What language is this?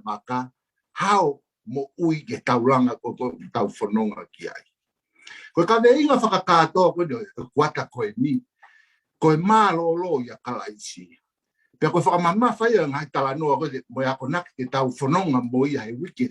Tongan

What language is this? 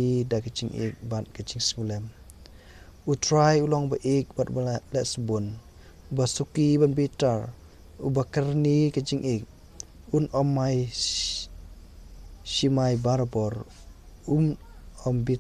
Khasi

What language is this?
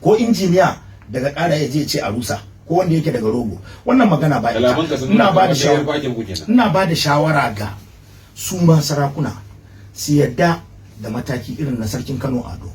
Hausa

